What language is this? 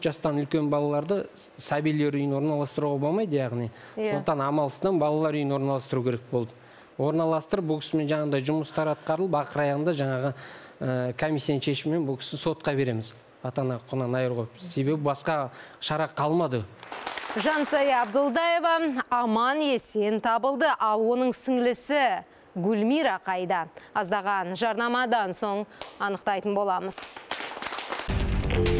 Kazakh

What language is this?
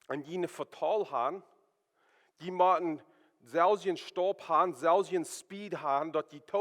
Plautdietsch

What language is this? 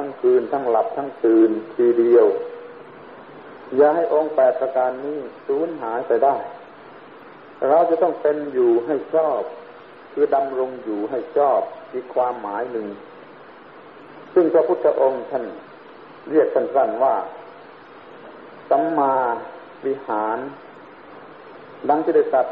Thai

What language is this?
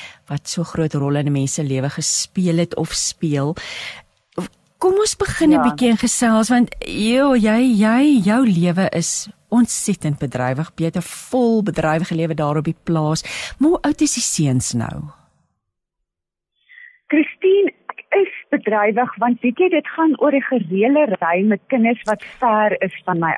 Afrikaans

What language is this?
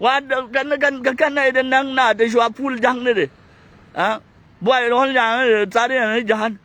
Nuer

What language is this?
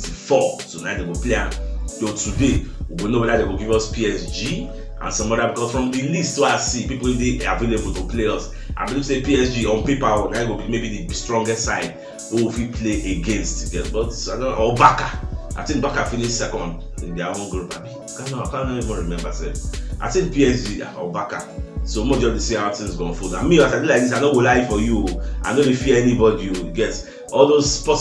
Nigerian Pidgin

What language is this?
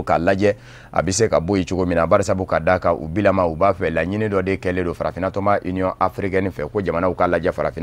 Bambara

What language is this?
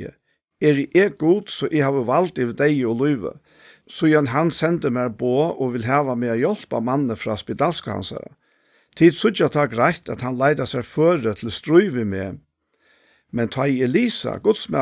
Faroese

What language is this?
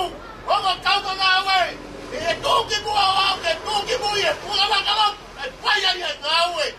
Tongan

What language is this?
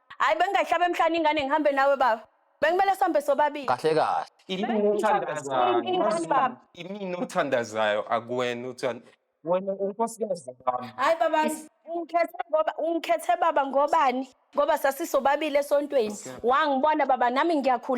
Zulu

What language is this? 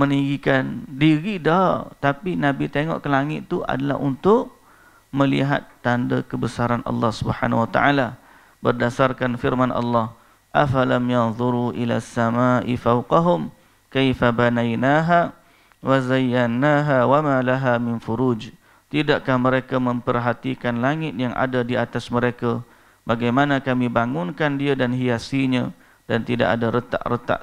Malay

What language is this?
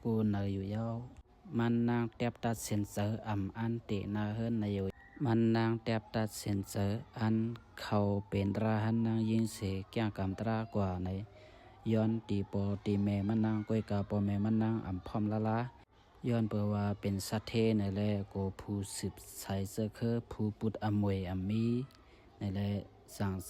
Shan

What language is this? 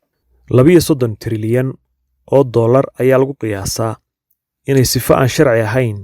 Somali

